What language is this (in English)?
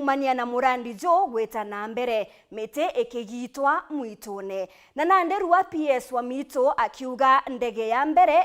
Meru